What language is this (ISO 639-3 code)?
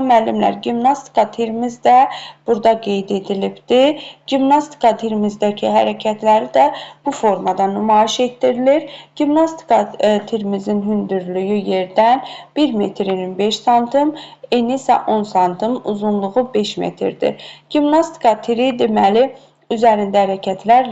aze